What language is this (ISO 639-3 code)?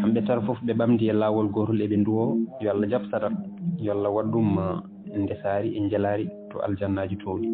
ful